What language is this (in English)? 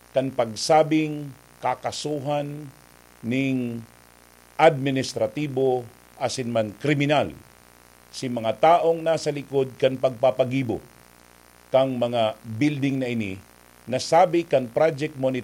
Bikol